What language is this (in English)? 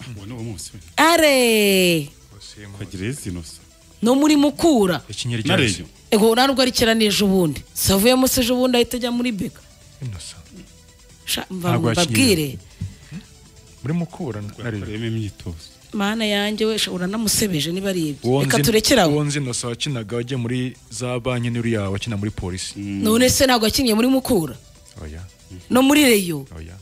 Kinyarwanda